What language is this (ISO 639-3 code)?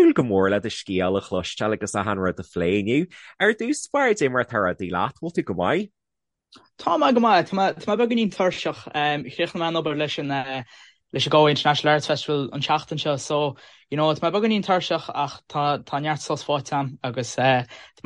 gle